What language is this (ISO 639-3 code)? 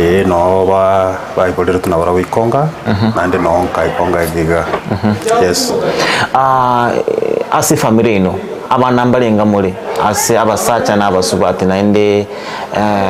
guz